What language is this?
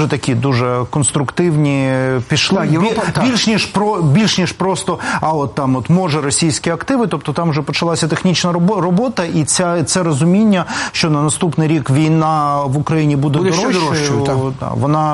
Ukrainian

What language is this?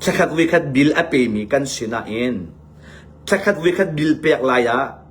Hakha Chin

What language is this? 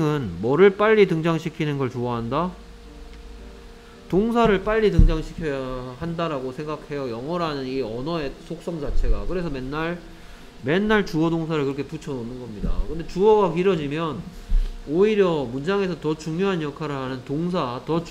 Korean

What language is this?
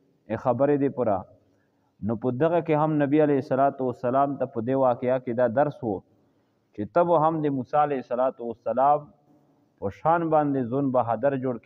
Pashto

